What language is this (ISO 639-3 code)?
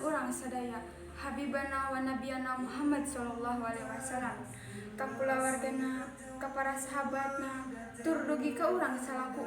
sun